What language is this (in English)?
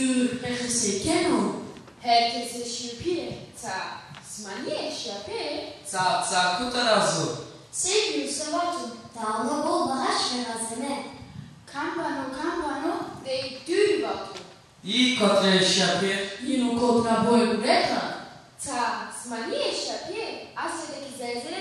Zaza